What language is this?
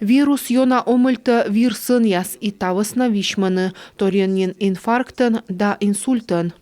Komi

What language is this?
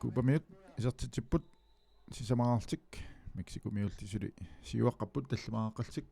Kalaallisut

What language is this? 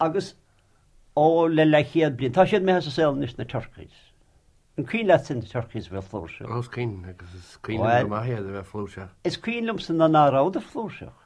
Irish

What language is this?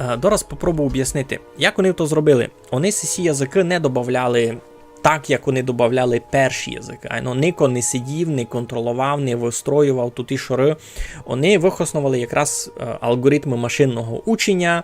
Rusyn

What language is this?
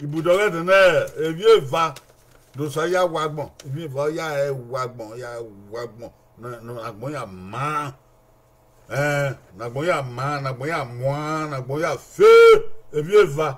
Bini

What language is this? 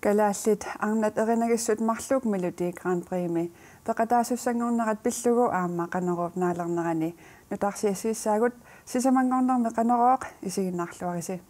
Kalaallisut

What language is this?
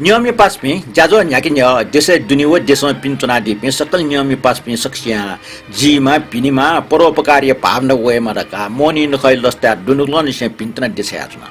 Newari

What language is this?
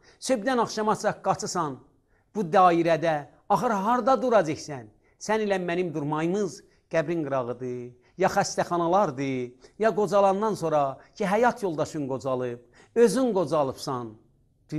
Azerbaijani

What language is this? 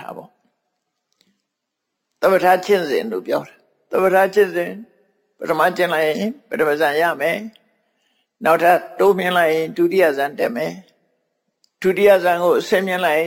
Burmese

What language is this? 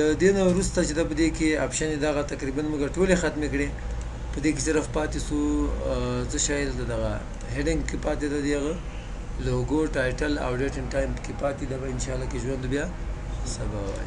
Pashto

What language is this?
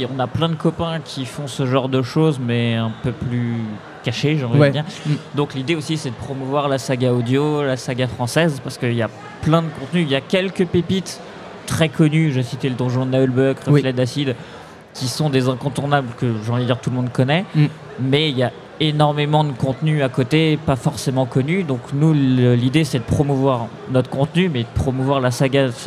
French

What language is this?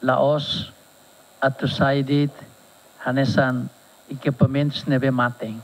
Tetum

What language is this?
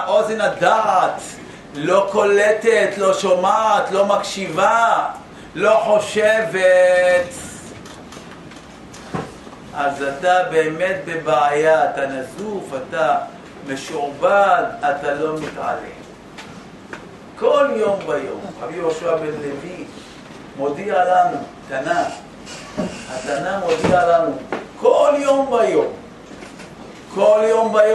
Hebrew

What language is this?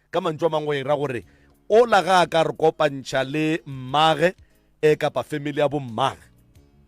Northern Sotho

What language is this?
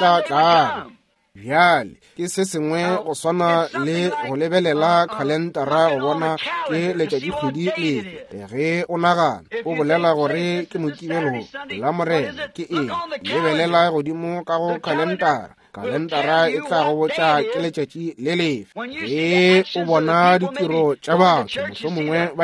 Northern Sotho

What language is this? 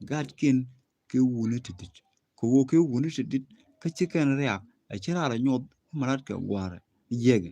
Nuer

